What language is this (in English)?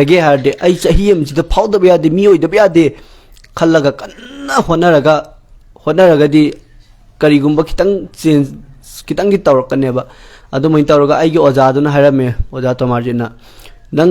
Manipuri